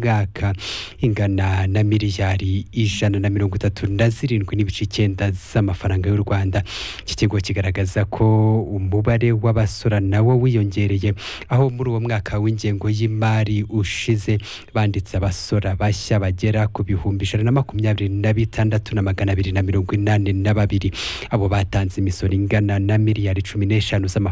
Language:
Kinyarwanda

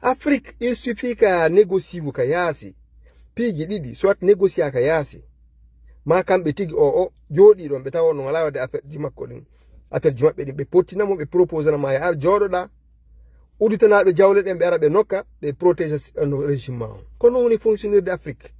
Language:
Fula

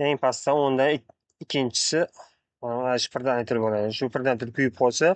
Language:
Uzbek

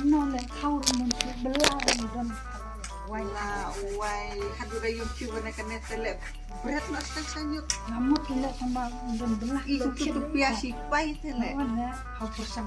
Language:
Khasi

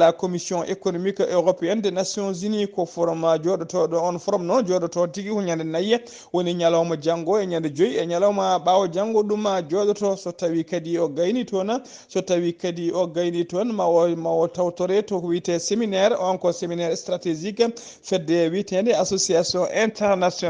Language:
Fula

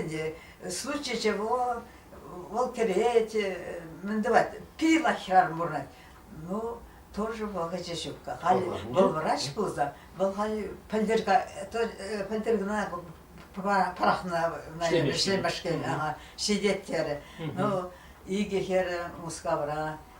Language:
Chuvash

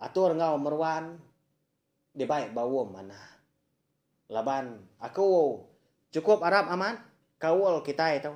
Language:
Iban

